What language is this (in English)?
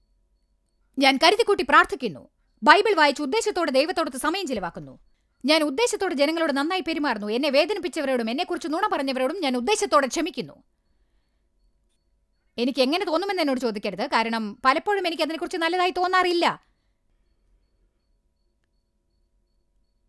Malayalam